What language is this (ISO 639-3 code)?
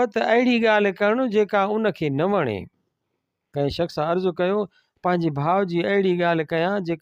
snd